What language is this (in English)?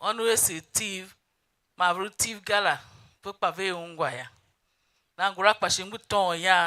Tiv